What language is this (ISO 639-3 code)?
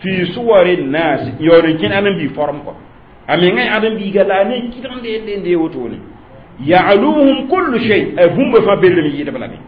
mos